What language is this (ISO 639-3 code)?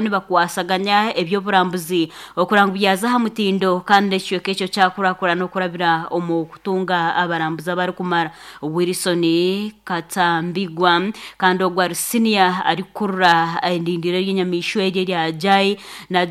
nyn